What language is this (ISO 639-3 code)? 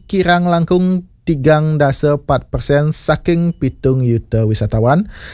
ban